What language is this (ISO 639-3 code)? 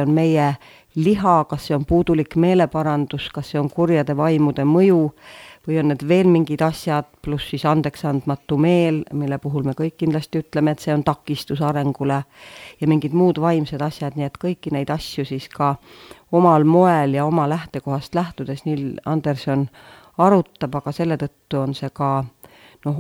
est